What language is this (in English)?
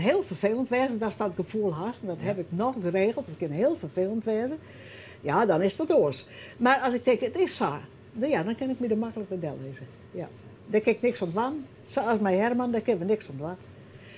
Western Frisian